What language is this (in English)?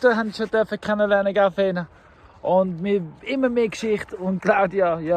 Swiss German